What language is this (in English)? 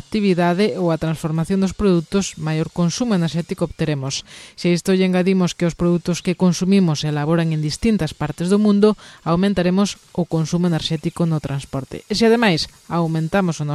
Galician